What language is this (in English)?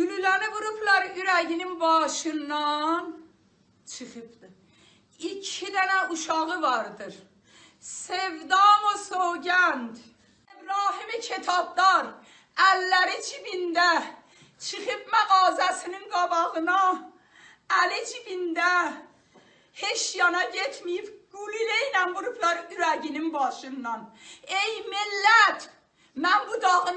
South Azerbaijani